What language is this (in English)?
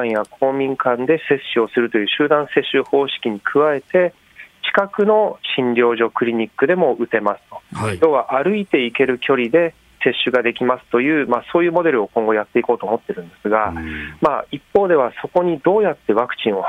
Japanese